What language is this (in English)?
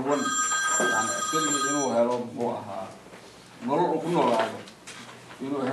Somali